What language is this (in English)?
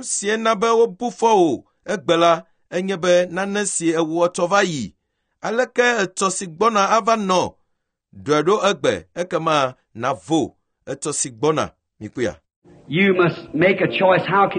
Ewe